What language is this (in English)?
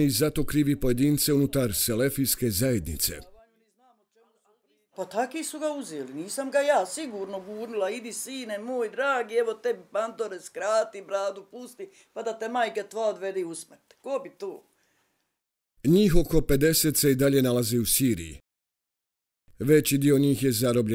Bosnian